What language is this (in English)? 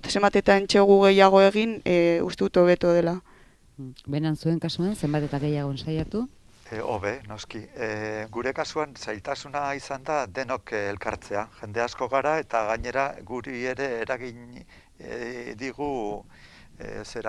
Basque